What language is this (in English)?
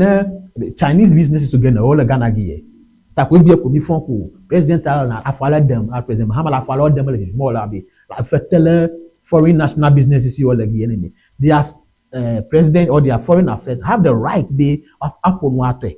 Ewe